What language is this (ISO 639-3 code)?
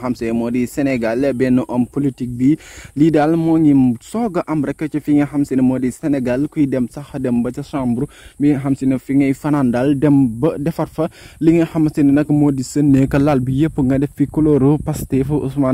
wol